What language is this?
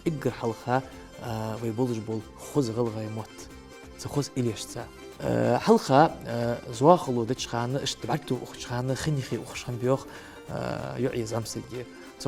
Ingush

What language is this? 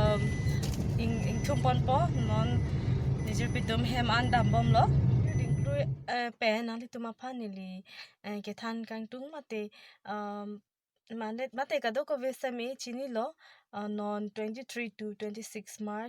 Karbi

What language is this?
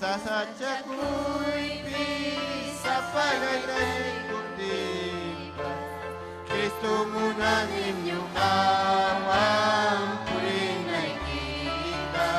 Ayacucho Quechua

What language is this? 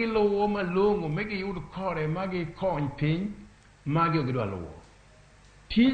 Luo (Kenya and Tanzania)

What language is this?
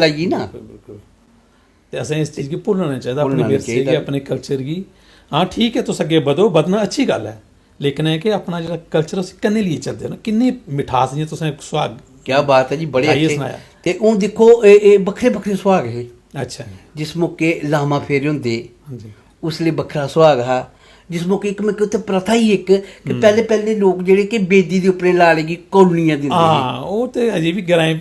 Dogri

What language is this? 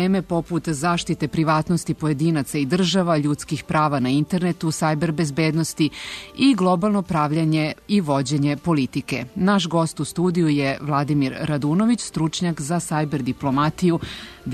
Serbian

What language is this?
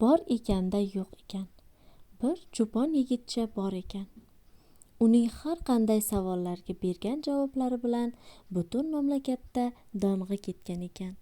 Uzbek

